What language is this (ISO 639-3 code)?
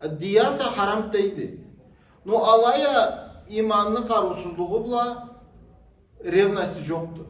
krc